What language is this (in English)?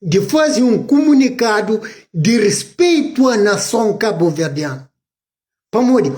Kabuverdianu